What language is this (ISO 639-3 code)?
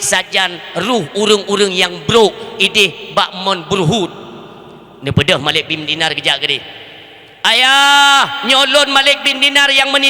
ace